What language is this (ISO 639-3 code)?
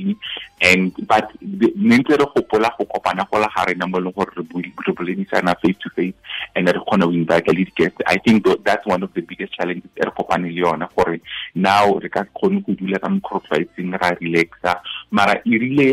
tsn